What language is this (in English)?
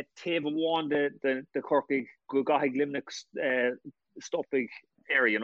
Irish